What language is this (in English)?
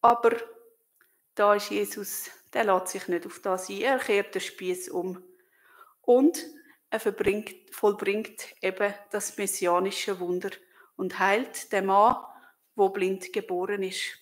Swiss German